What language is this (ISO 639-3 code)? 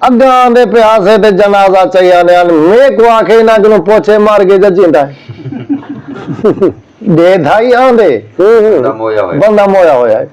skr